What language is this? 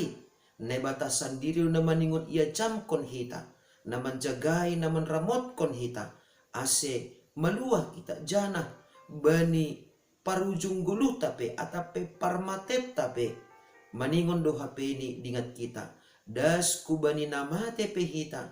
Batak Simalungun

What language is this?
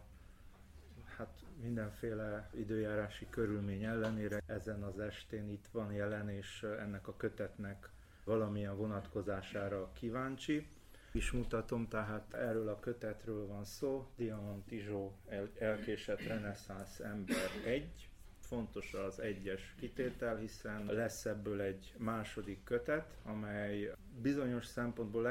Hungarian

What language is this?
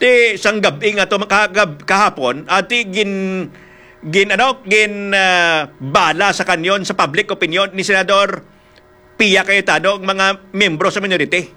Hiligaynon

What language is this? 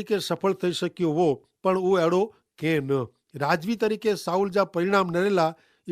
Kachhi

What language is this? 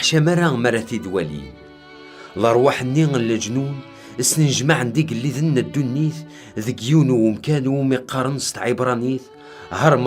Kabyle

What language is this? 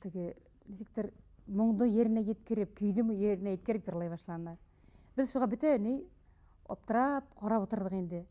Bashkir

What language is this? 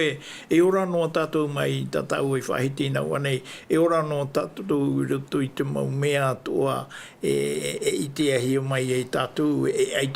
Tahitian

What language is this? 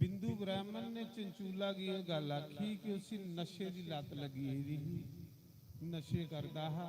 Dogri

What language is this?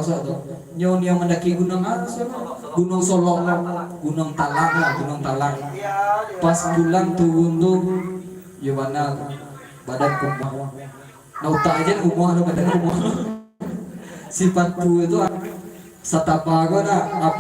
Minangkabau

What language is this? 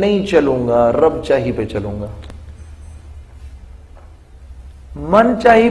Urdu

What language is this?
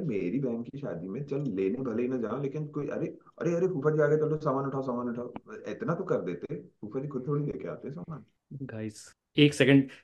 Hindi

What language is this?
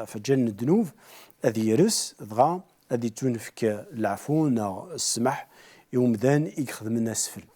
Kabyle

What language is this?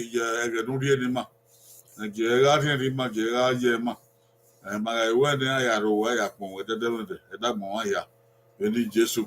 Bini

